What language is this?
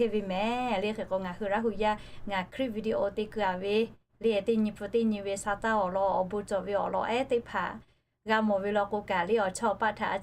Lahu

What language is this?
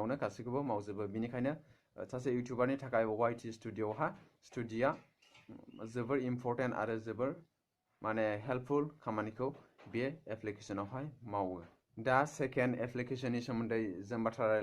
Bodo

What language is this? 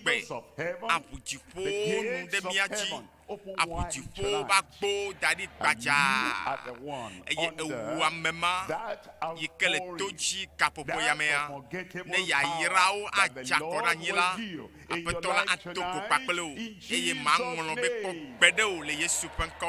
Ewe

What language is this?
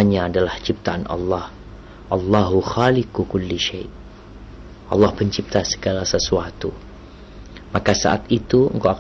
Indonesian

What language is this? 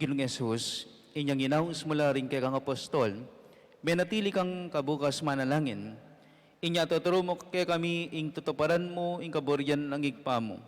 Pampanga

